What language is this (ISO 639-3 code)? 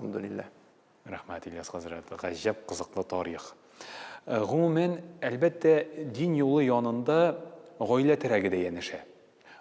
tat